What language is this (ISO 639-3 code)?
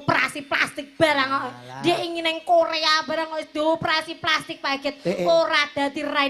jav